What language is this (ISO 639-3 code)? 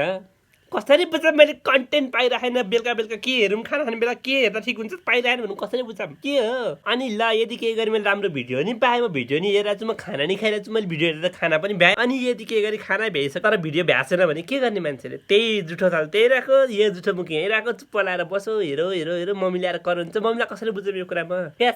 nep